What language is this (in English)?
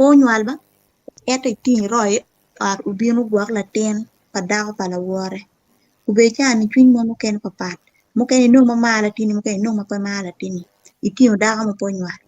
Acoli